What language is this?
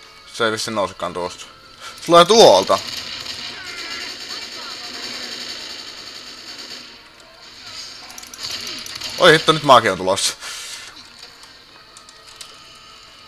Finnish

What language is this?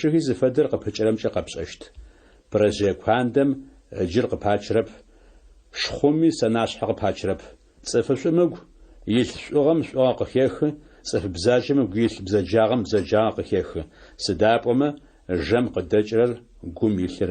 Adyghe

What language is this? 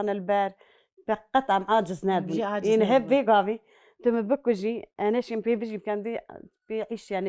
Kurdish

